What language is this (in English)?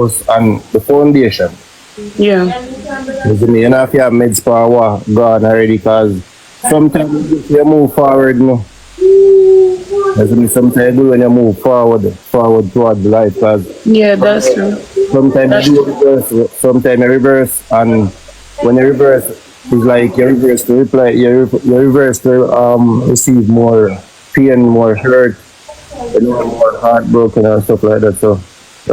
Jamaican Creole English